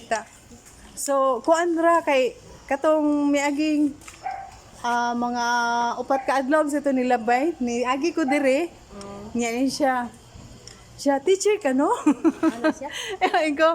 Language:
Cebuano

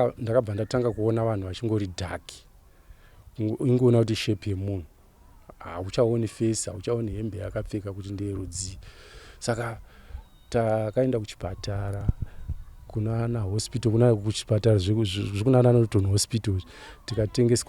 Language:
Shona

